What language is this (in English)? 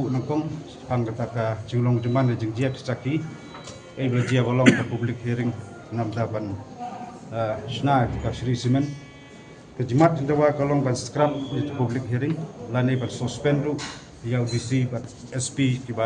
Khasi